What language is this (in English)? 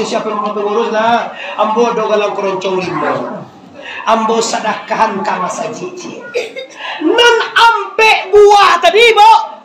Minangkabau